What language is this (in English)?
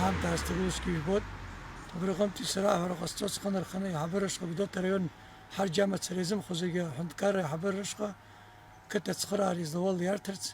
Abkhazian